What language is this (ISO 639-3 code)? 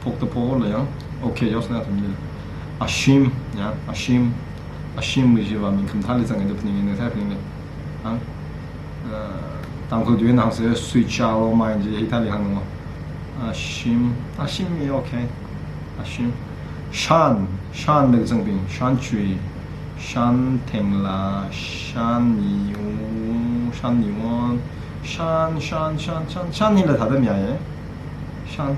nmf